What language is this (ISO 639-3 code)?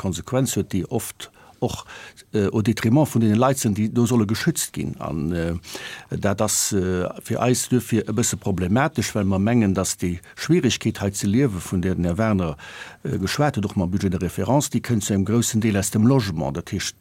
ltz